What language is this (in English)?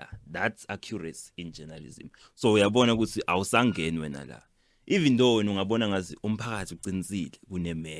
Zulu